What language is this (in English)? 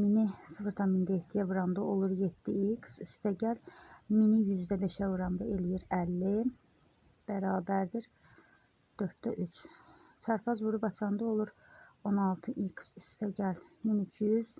Azerbaijani